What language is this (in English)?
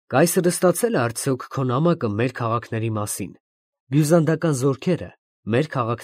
Armenian